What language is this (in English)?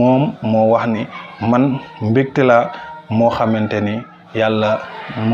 Wolof